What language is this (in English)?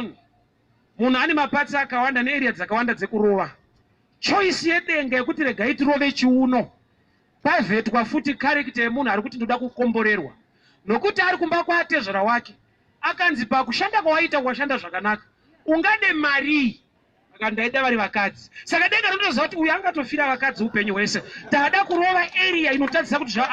Shona